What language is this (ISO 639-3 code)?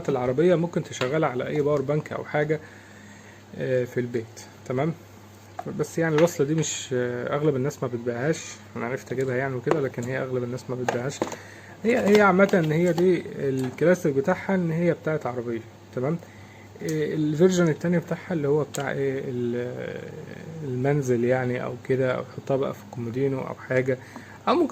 arz